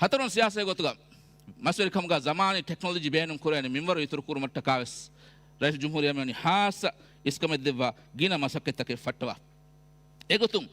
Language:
Divehi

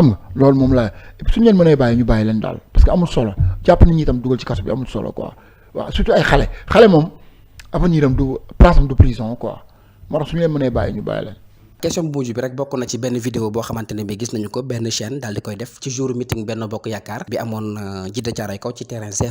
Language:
Wolof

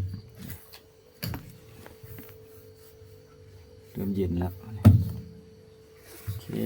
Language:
Lao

